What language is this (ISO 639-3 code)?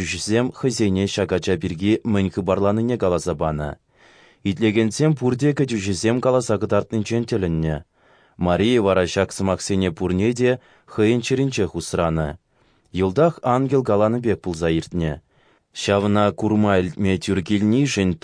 chv